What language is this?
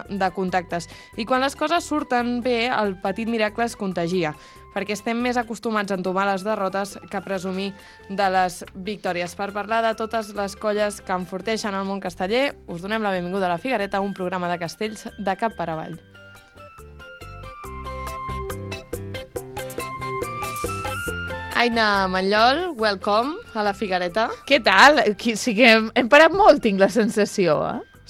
Catalan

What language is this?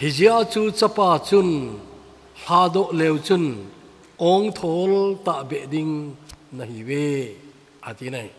Thado Chin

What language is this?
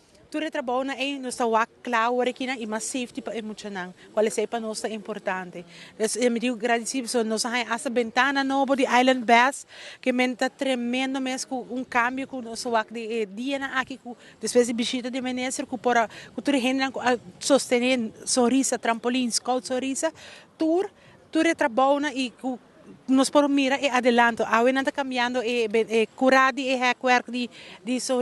Papiamento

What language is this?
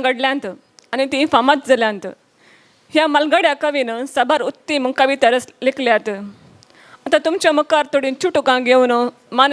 Konkani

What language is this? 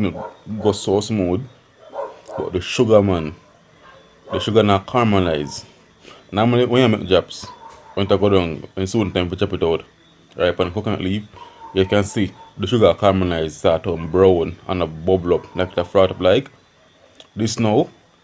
Jamaican Creole English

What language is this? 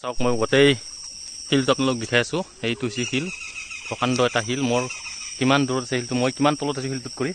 Assamese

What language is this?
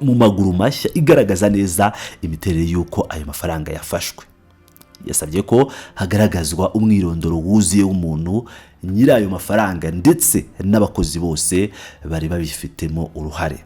Kinyarwanda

